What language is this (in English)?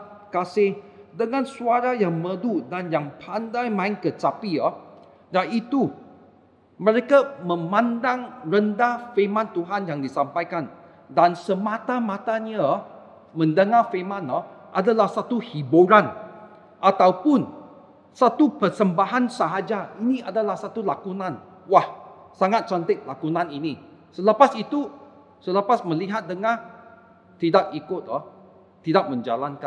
Malay